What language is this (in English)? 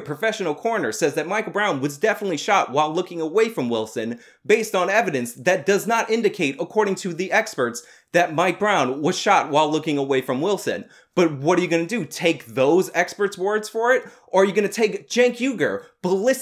English